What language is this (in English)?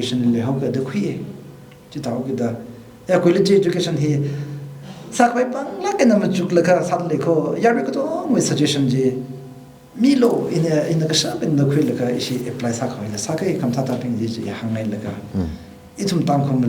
Tangkhul Naga (India)